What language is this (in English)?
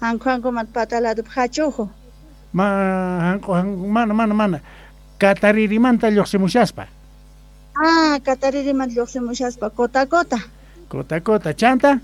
South Bolivian Quechua